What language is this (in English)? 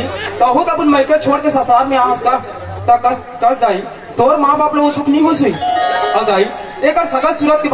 Chhattisgarhi